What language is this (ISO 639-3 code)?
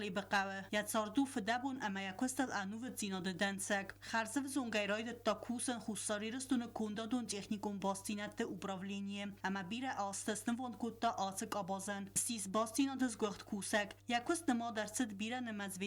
oss